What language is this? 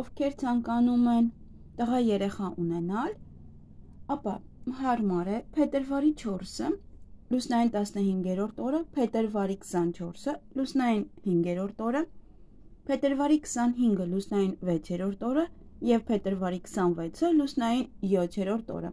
Armenian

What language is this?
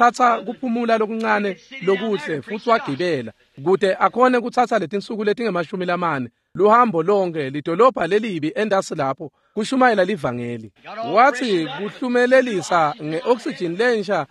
Swati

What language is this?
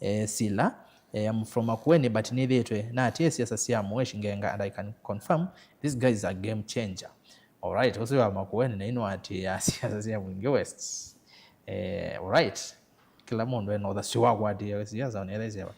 Kamba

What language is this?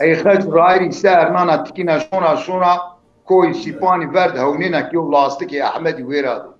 Zaza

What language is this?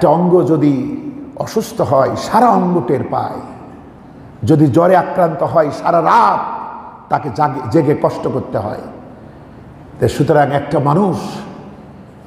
Bangla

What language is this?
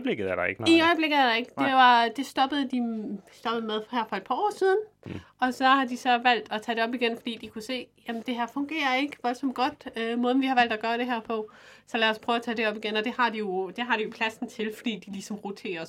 Danish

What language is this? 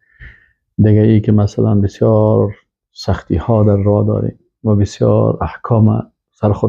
Persian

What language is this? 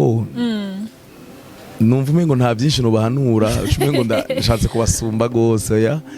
Rundi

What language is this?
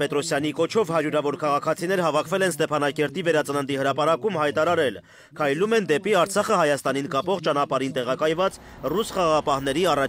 Armenian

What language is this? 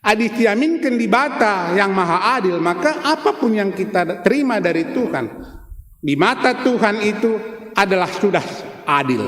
Batak Karo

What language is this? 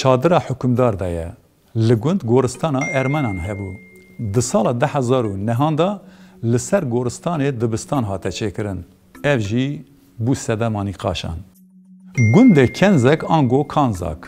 Kurdish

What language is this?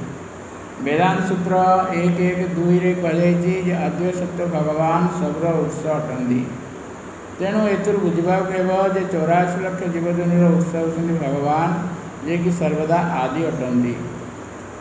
Odia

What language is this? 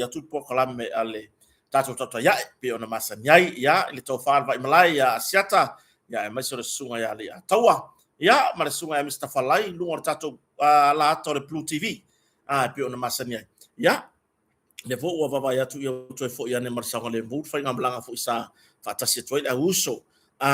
Samoan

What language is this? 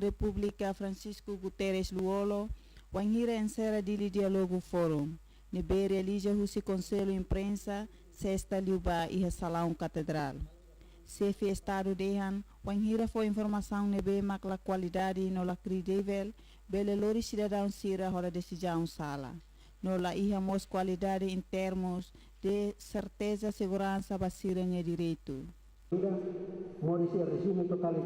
Tetum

